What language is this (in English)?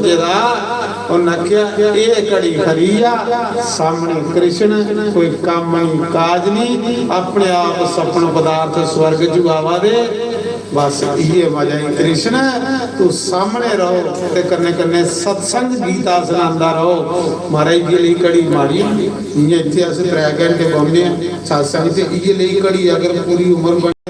Dogri